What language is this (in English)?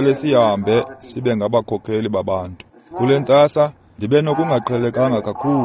Xhosa